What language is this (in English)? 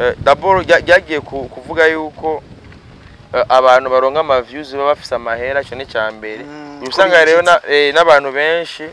Rundi